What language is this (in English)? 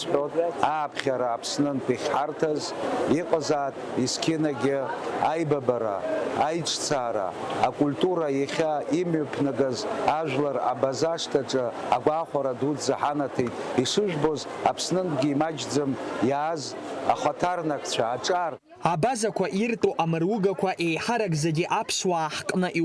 Abkhazian